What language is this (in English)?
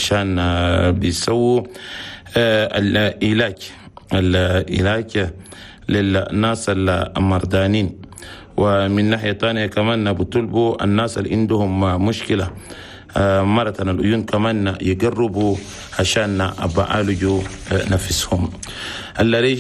Chadian Arabic